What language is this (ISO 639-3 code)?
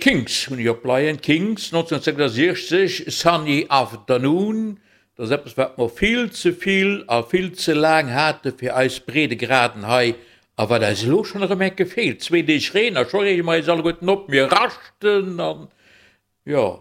ltz